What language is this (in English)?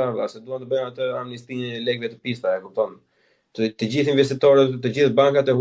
Albanian